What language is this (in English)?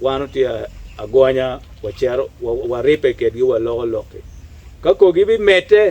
Acoli